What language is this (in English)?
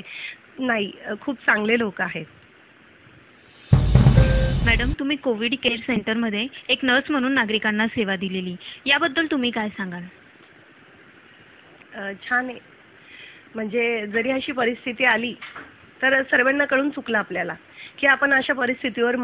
Marathi